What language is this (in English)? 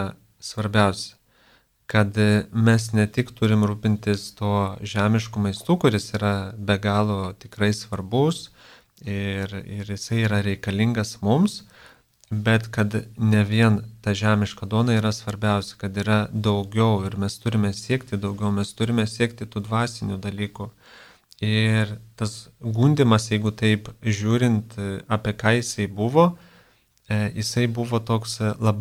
Lithuanian